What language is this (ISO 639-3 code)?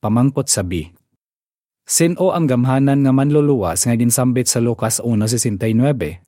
hil